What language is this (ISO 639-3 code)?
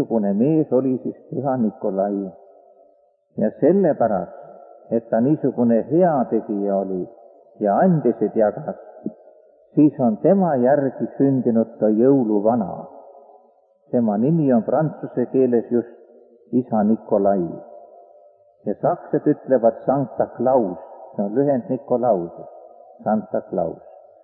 est